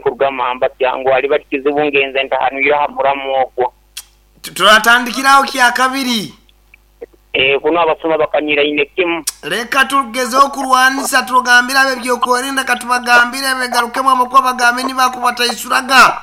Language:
Nyoro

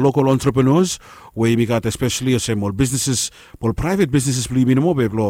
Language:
Bislama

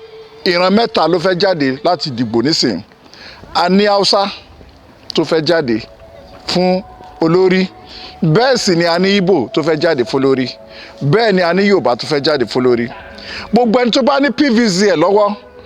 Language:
Yoruba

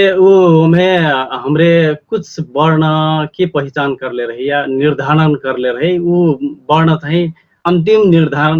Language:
Dangaura Tharu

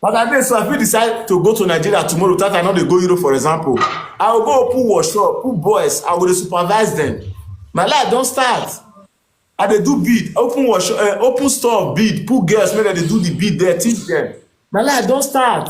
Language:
Nigerian Pidgin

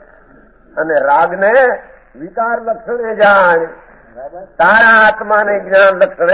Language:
Gujarati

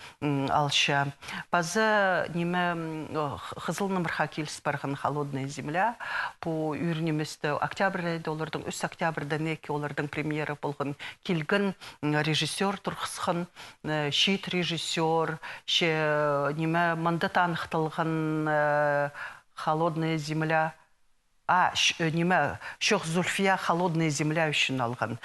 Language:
Khakas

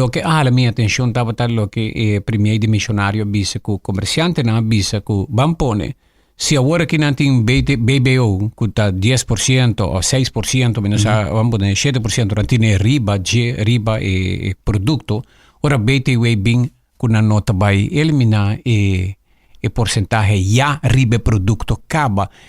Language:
Papiamento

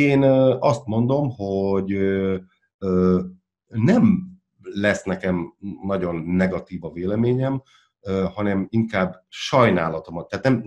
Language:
Hungarian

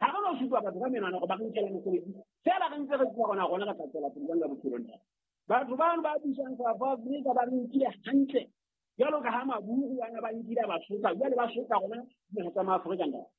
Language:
Southern Sotho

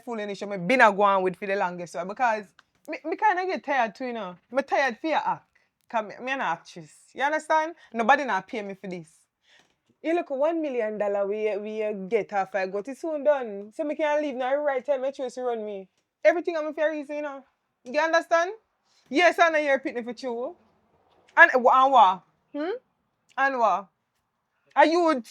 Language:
Jamaican Creole English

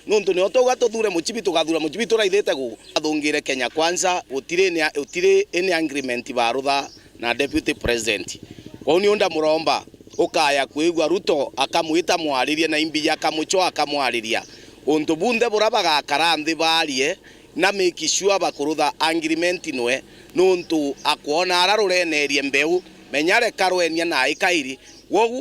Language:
Meru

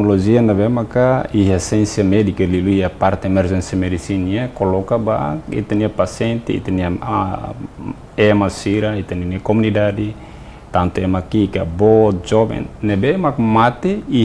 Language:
Tetum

